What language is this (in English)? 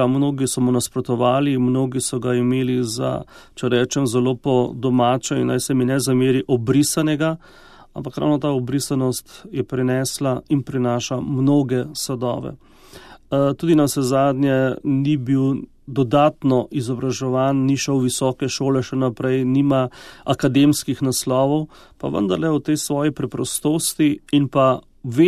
Slovenian